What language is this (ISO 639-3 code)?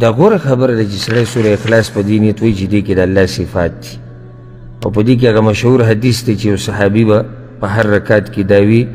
pus